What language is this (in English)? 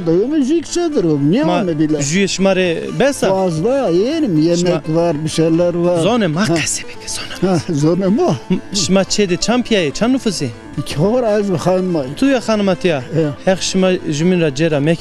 Zaza